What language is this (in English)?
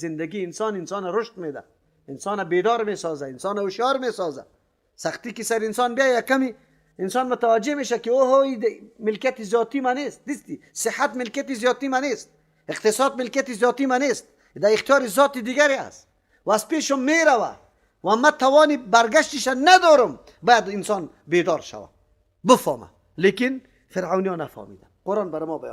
Persian